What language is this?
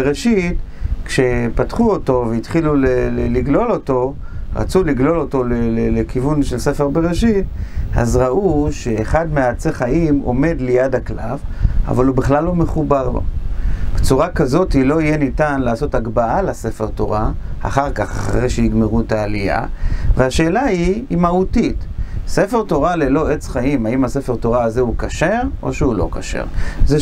Hebrew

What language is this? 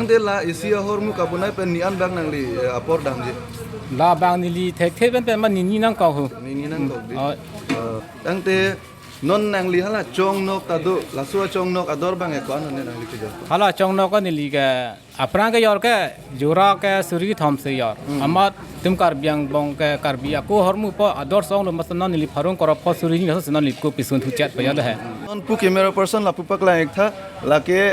Karbi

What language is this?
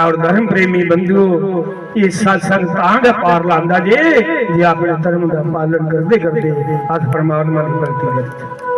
Dogri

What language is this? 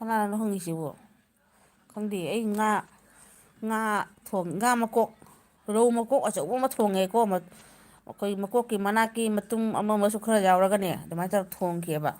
Manipuri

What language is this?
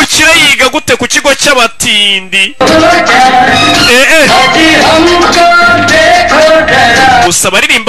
Kinyarwanda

